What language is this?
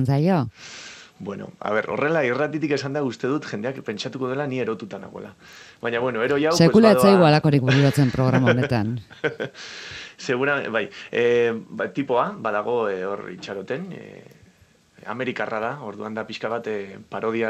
Basque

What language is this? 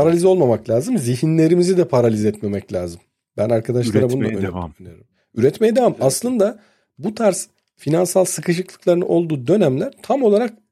Turkish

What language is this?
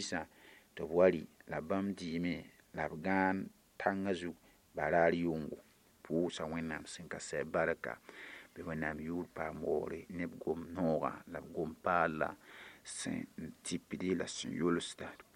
Mossi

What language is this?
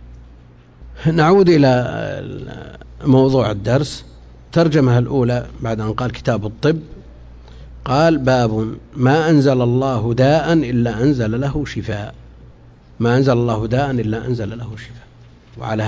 Arabic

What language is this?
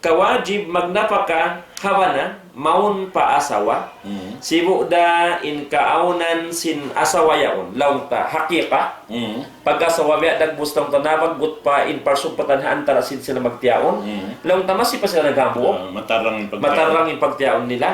Tausug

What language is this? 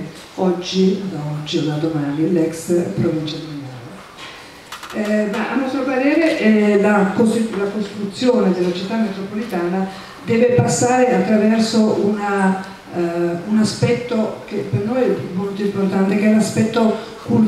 Italian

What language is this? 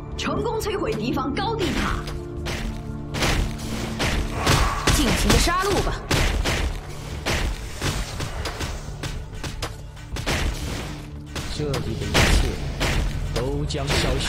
Chinese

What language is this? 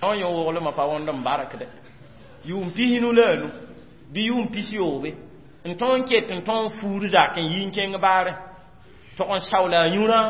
Mossi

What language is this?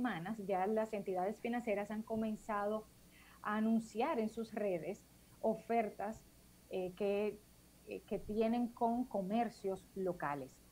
Spanish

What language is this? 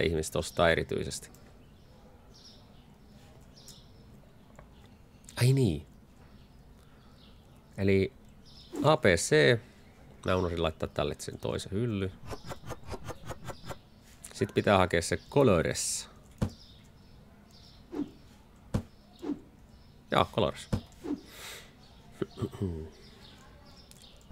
Finnish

